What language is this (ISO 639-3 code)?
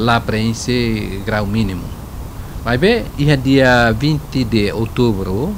tet